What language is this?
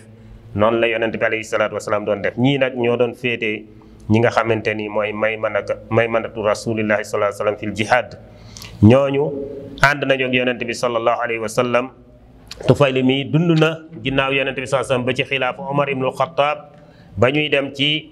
Wolof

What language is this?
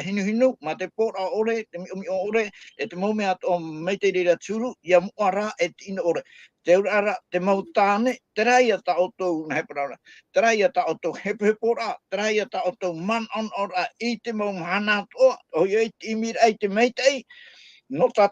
Tahitian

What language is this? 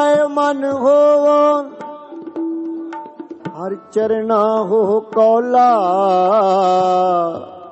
Punjabi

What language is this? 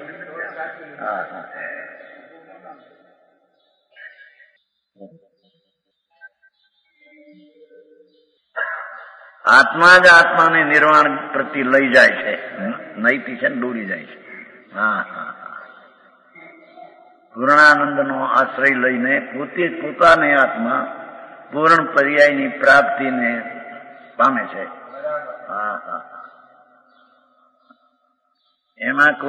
Gujarati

